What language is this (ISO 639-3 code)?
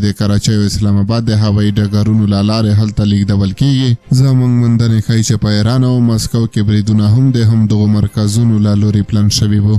pus